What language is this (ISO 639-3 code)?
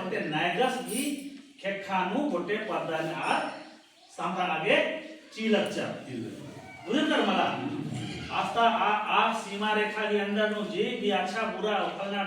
kru